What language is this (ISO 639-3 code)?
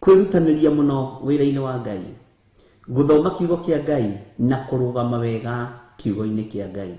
kik